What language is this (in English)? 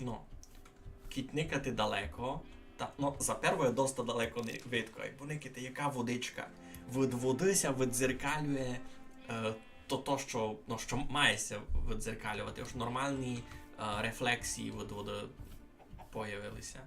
Rusyn